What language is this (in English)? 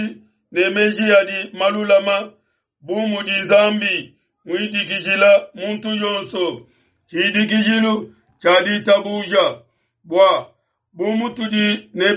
Luba-Lulua